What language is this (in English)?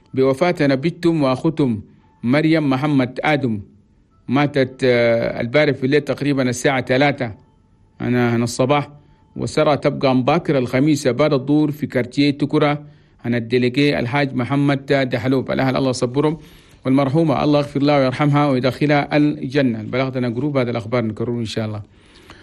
Chadian Arabic